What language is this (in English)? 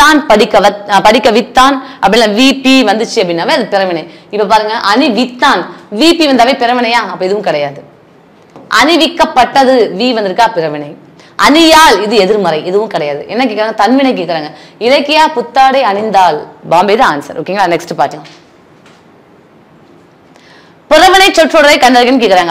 Tamil